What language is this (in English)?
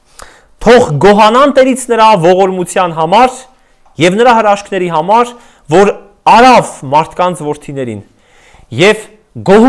Armenian